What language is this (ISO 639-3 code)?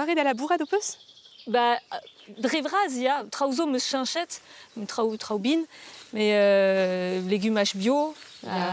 bre